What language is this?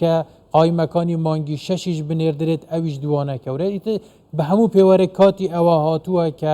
Central Kurdish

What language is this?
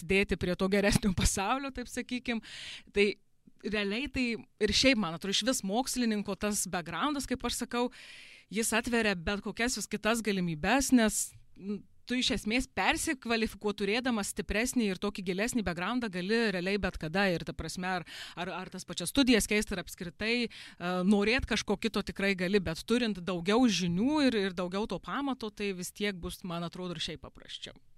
Lithuanian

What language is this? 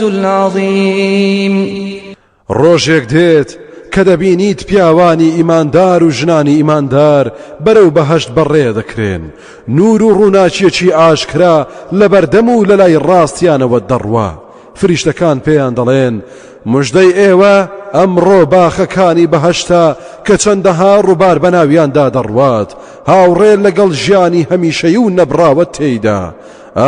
Central Kurdish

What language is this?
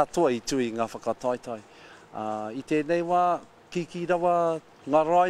Māori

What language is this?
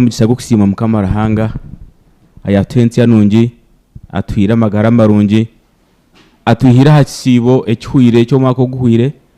Nyankole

